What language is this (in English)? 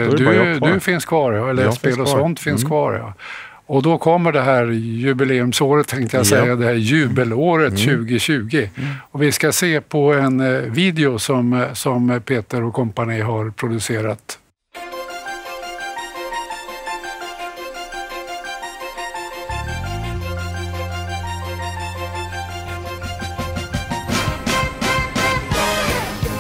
Swedish